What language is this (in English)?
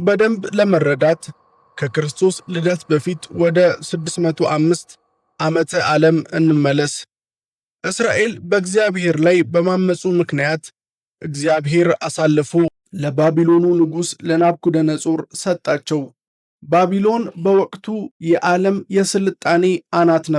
Amharic